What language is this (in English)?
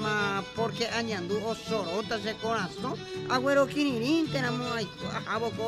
Guarani